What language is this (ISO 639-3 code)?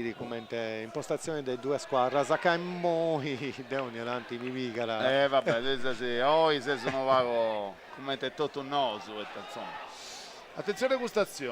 srd